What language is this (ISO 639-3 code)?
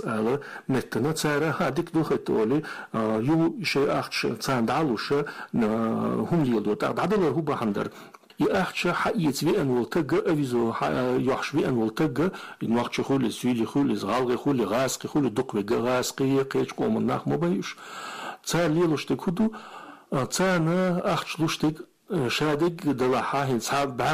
che